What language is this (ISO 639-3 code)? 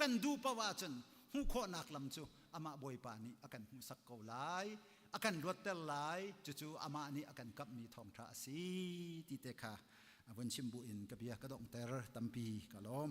cnh